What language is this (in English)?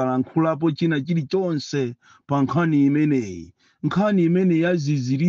Nyanja